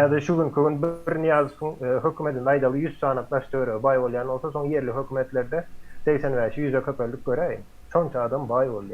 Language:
Turkmen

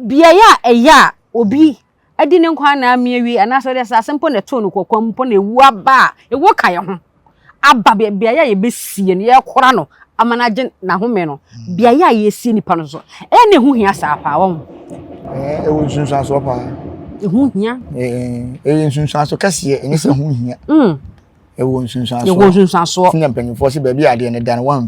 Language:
Akan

